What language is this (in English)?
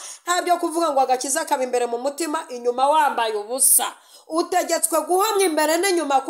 Kinyarwanda